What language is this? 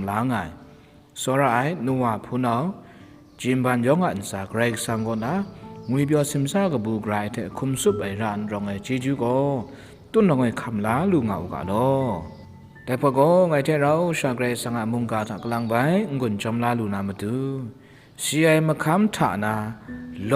Kachin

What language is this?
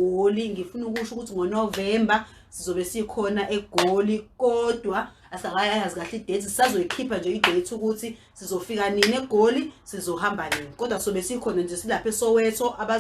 Zulu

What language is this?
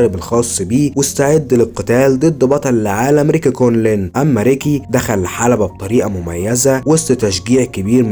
Egyptian Arabic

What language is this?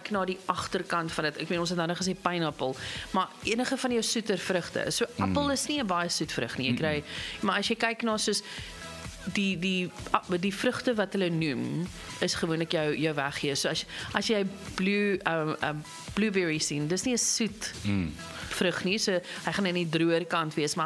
Afrikaans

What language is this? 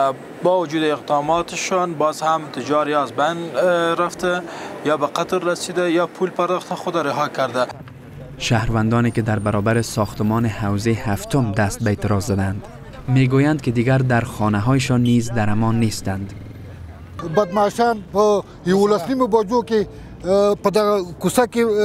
Persian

